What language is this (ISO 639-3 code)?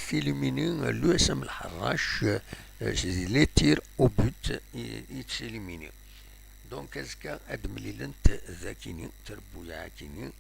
kab